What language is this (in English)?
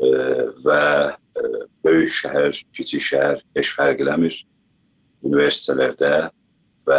South Azerbaijani